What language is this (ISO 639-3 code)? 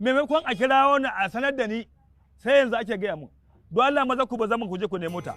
hau